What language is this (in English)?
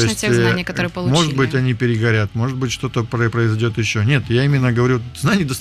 Russian